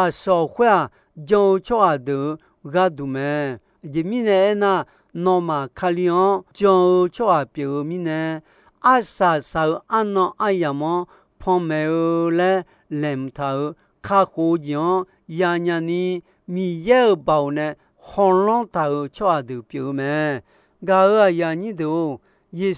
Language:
Akha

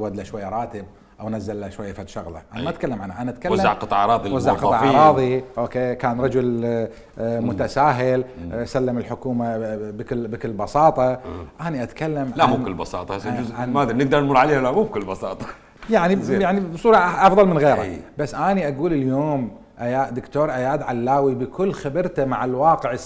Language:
Mesopotamian Arabic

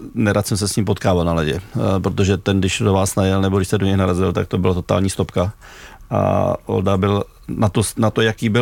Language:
Czech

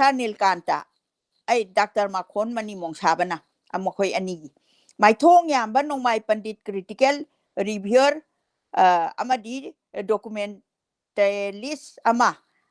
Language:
Manipuri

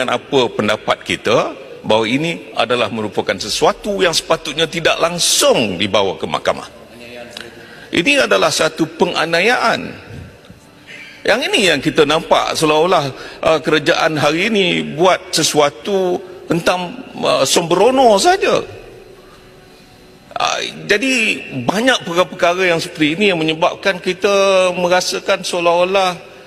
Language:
Malay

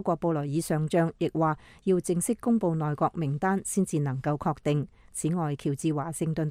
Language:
Cantonese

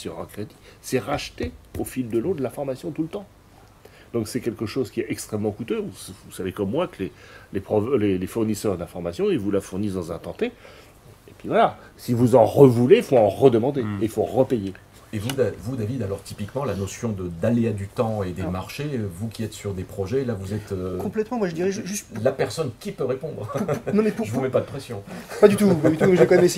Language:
French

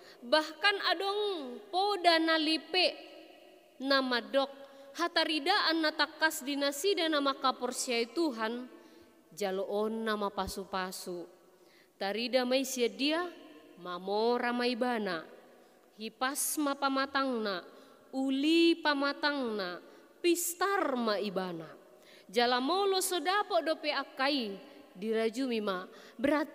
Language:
Batak Toba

